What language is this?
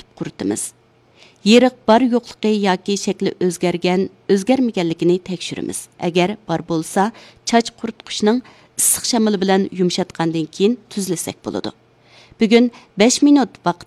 Uyghur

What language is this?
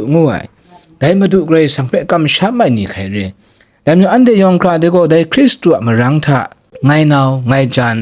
Kachin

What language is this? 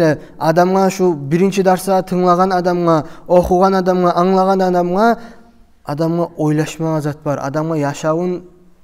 Kumyk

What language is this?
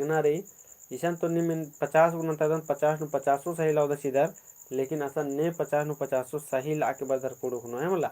Kurukh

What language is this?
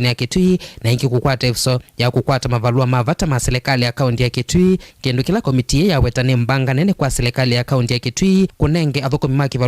Kamba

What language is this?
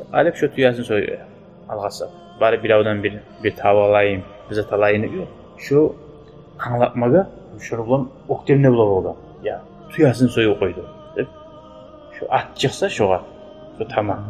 Kumyk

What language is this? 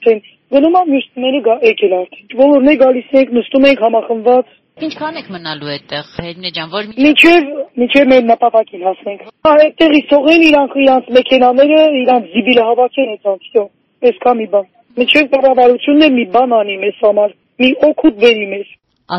Armenian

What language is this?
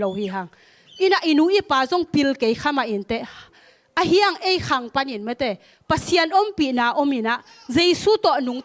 Tedim Chin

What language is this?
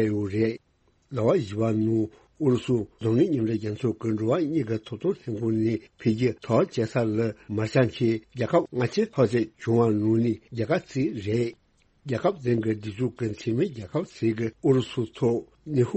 Tibetan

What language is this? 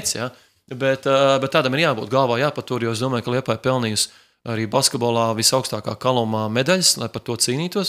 Latvian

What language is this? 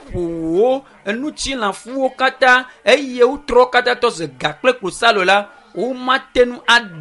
Ewe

